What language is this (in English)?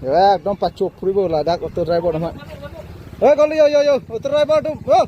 Karbi